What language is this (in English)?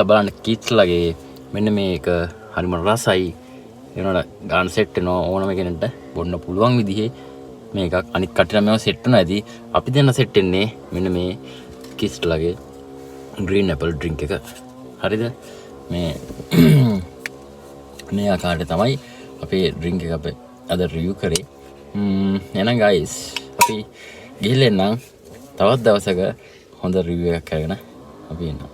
Sinhala